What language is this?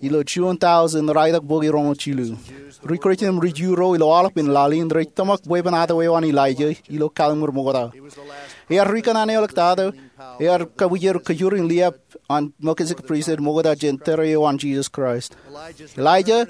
Marshallese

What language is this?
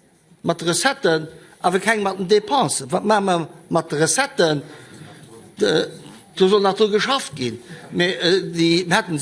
Luxembourgish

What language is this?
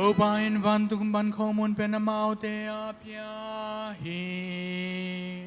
Tedim Chin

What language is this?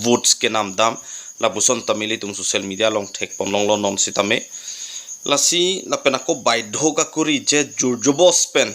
Karbi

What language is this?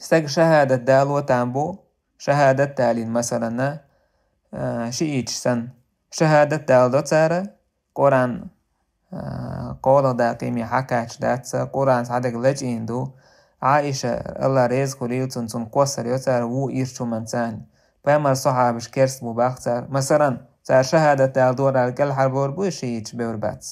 Chechen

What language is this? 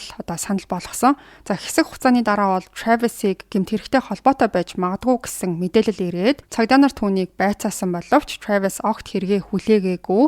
Mongolian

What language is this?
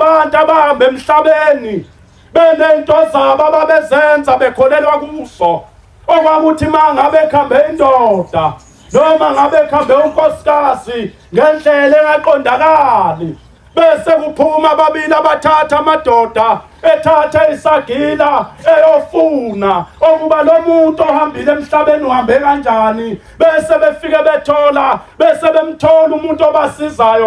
Zulu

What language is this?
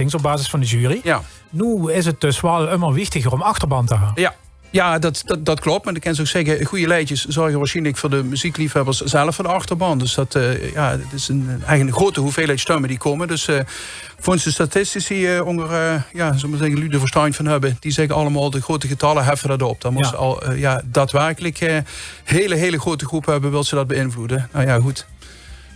Limburgish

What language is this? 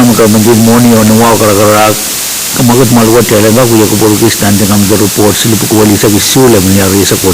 Pohnpeian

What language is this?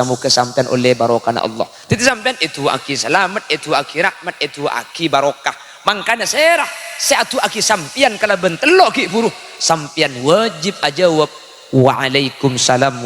Madurese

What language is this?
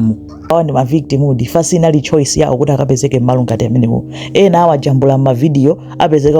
Nyanja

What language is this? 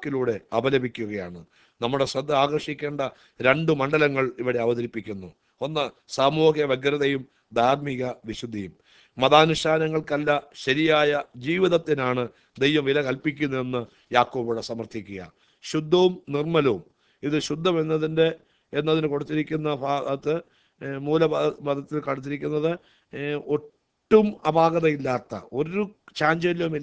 Malayalam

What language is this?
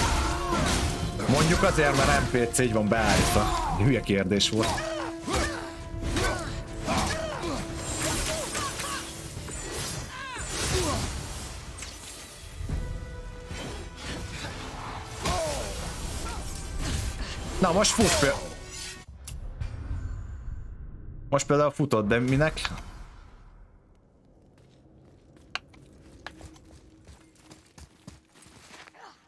Hungarian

